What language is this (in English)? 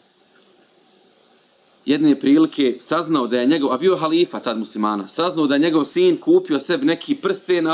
Bosnian